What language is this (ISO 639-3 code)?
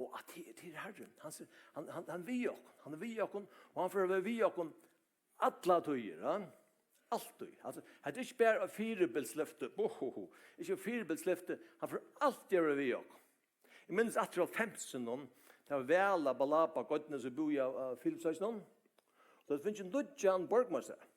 fao